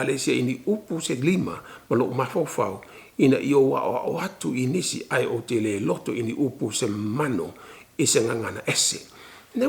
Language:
Samoan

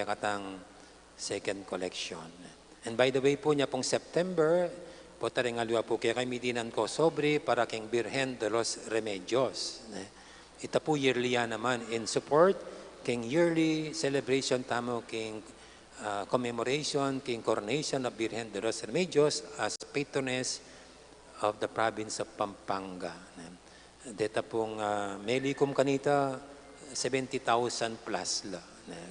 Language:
Pampanga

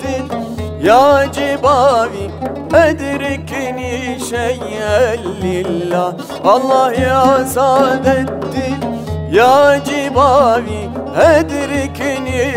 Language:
Turkish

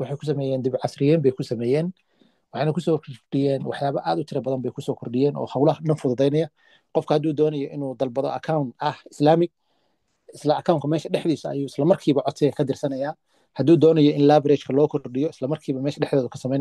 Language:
Somali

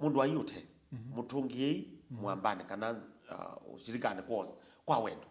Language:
Kamba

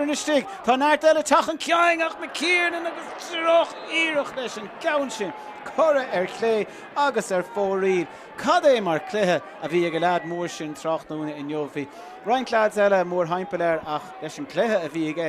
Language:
Irish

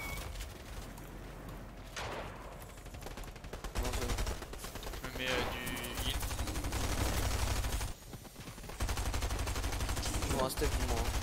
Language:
French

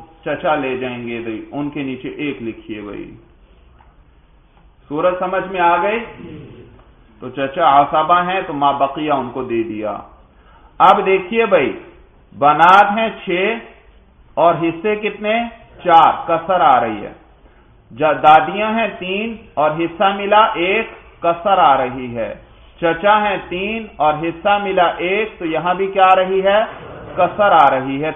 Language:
Urdu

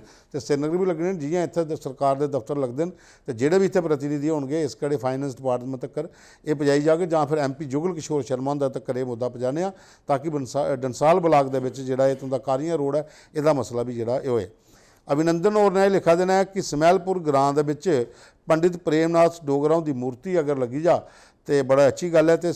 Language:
Dogri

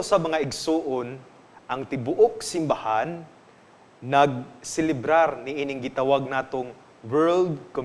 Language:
Cebuano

